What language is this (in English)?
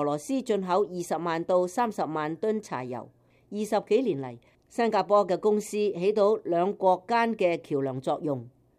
Cantonese